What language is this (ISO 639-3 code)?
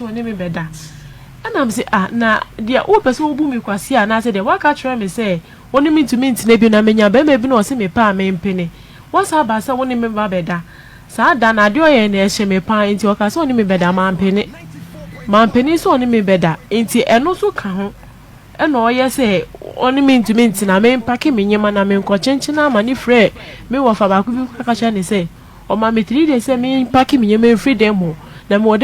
aka